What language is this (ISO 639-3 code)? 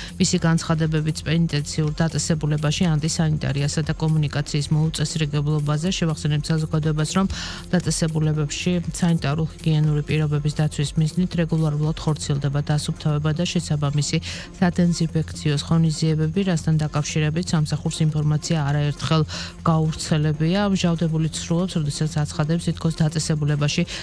kat